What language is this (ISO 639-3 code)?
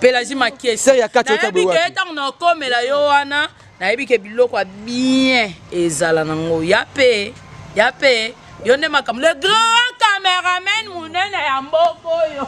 lin